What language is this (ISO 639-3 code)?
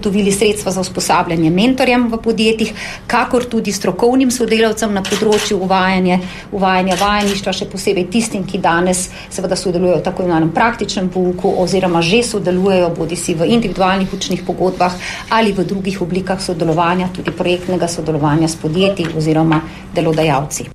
slv